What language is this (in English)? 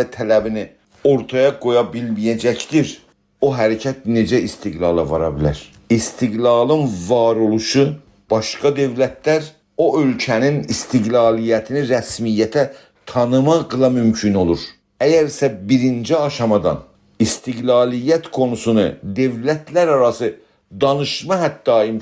South Azerbaijani